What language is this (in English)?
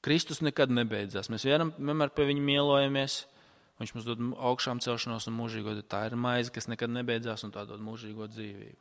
Latvian